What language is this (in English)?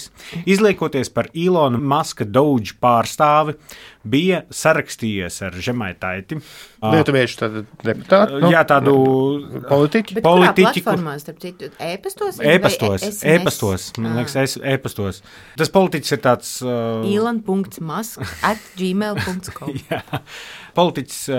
Latvian